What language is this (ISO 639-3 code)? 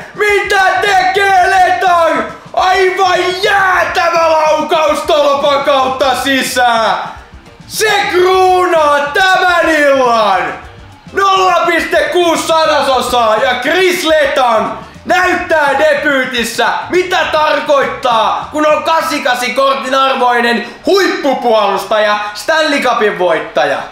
fin